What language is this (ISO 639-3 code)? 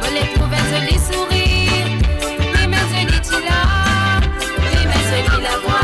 mfe